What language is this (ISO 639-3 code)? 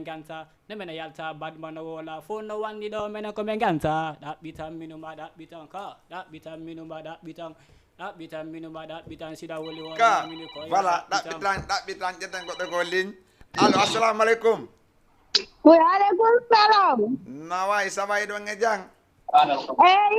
ful